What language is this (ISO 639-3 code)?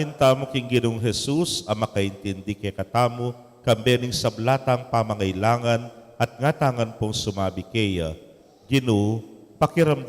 pam